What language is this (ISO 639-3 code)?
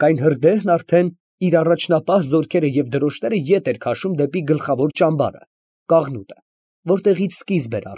hye